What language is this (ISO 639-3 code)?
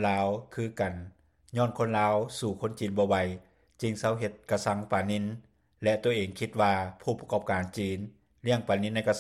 lao